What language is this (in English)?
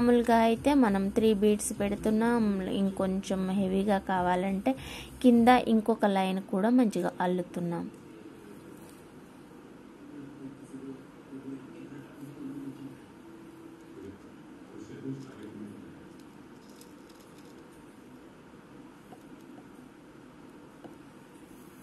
Telugu